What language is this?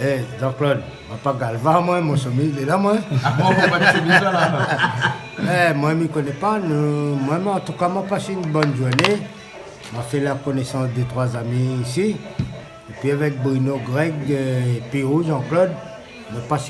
Réunion Creole French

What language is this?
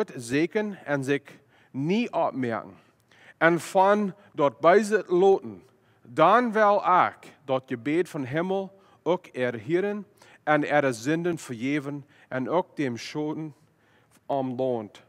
Plautdietsch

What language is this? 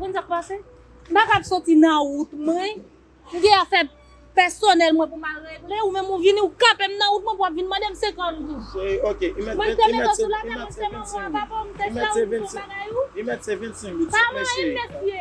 Haitian Creole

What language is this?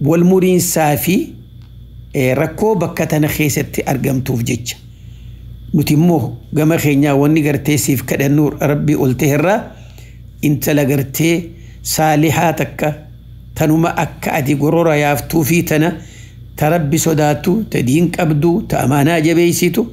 Oromo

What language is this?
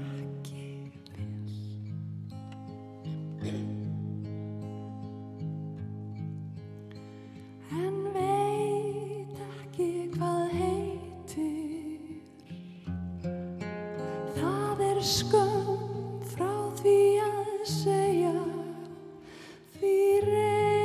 Icelandic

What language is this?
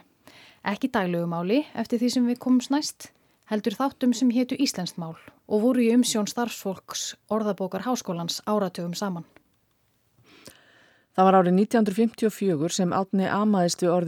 Icelandic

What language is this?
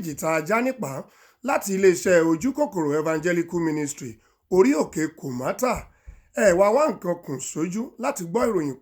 Yoruba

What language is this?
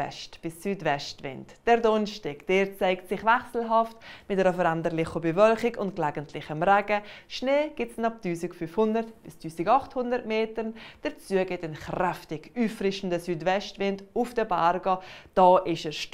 Swiss German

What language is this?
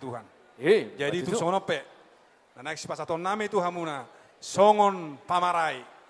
Batak Toba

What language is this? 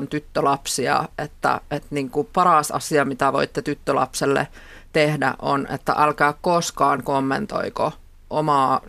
Finnish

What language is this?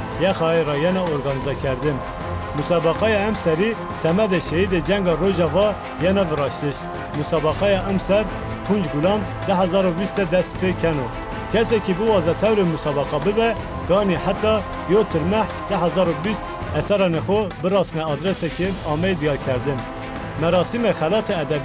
Kurdish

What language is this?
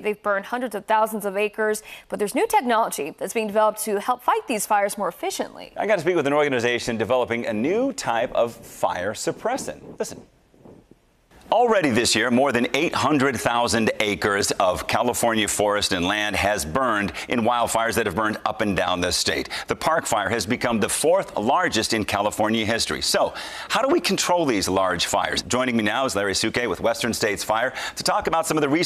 English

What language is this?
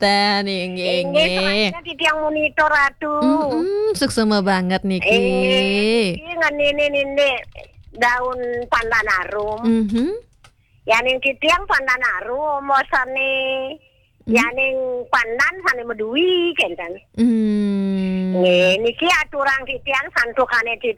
Balinese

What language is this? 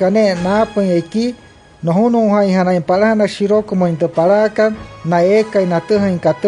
Wayuu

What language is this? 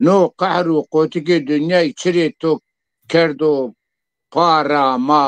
Zaza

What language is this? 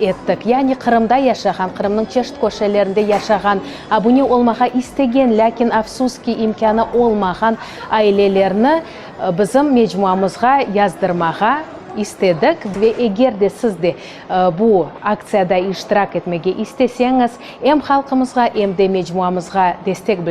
Crimean Tatar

